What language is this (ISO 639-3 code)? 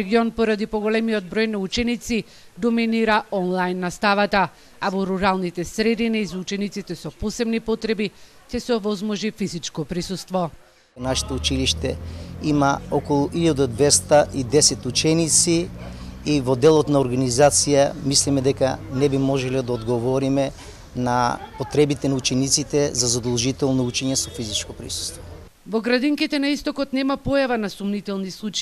mkd